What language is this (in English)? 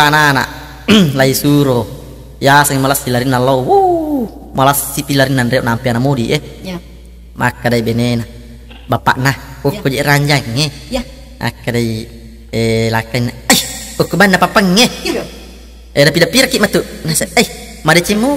Buginese